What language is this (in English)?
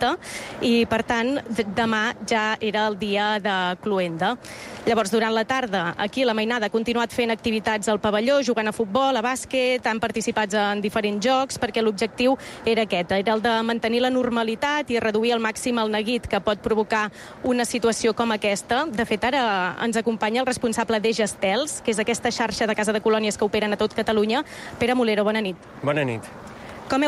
Catalan